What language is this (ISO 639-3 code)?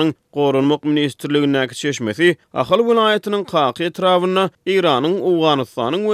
tuk